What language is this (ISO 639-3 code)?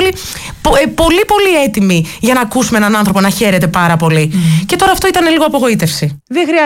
ell